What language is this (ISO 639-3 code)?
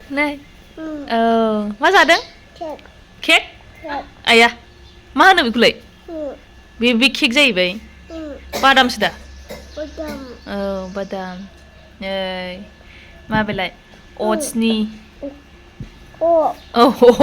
brx